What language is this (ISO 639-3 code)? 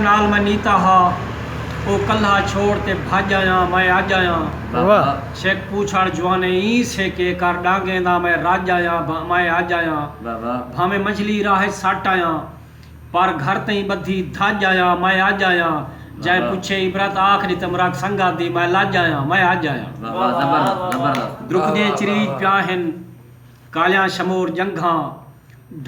skr